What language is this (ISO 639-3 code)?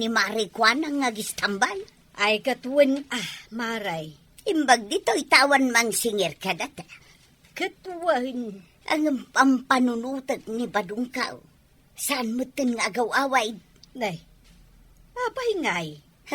ilo